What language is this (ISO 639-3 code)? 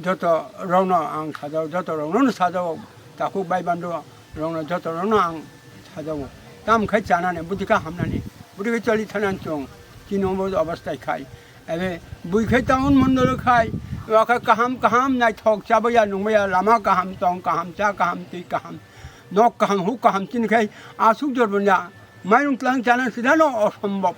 trp